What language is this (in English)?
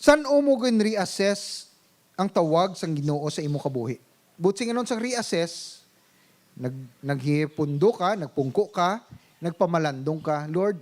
Hiligaynon